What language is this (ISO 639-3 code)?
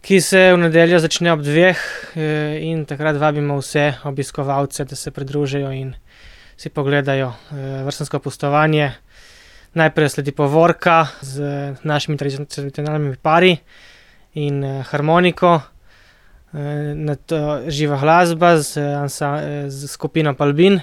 slv